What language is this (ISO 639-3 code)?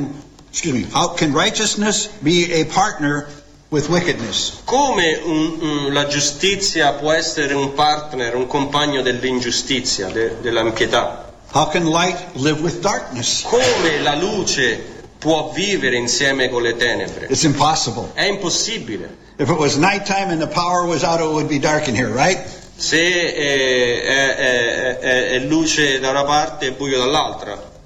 ita